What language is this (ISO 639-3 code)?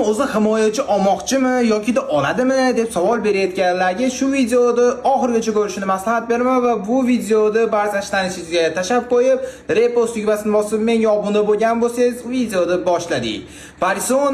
uzb